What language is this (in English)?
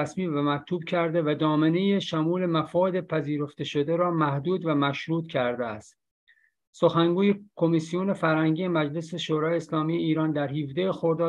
Persian